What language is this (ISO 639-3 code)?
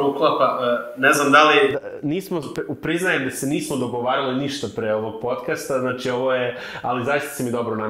srp